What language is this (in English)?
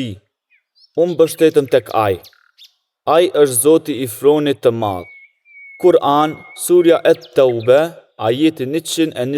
Albanian